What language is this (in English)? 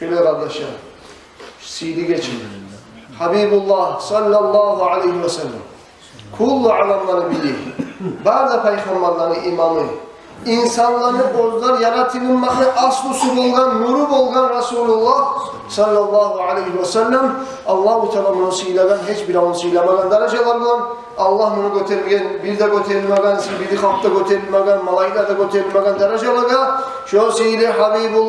Kumyk